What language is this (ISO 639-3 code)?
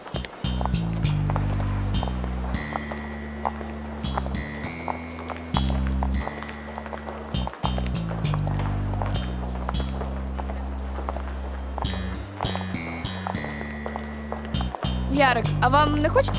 ukr